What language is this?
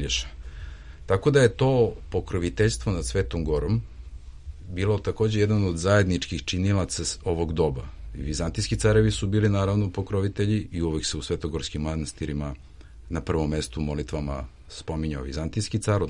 Serbian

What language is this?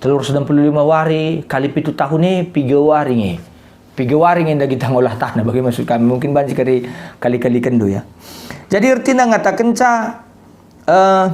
Batak Karo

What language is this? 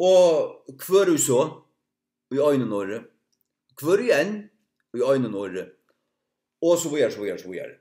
Faroese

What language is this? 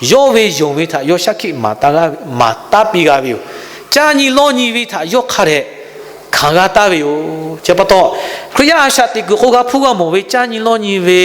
Lahu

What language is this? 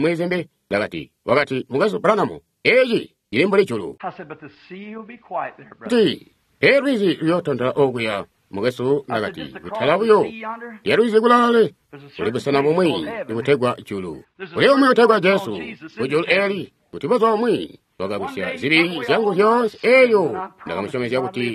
Tonga (Zambia)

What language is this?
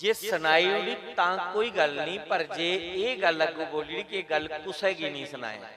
Dogri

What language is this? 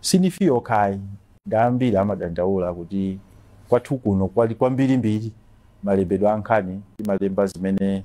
Nyanja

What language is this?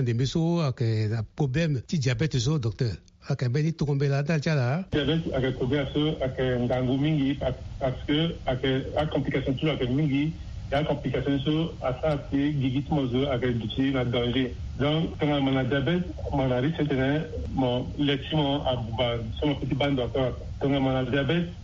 Sango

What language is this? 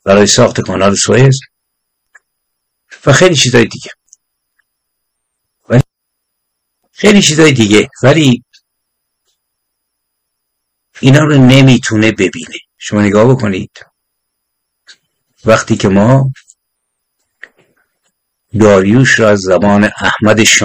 Persian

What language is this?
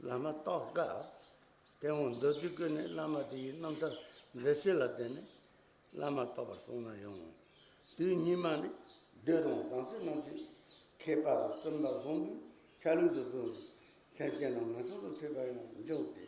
Tibetan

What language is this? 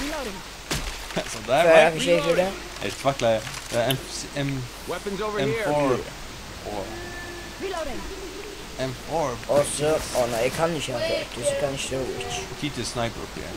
Faroese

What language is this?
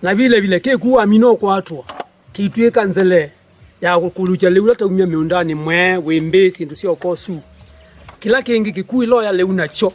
Kamba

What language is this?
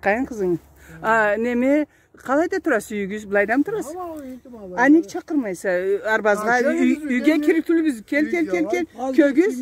Karachay-Balkar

